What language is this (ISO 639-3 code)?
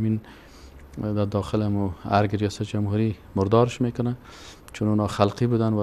fas